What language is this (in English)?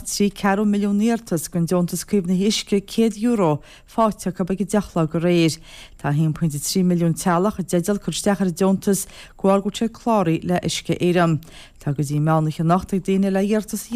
Irish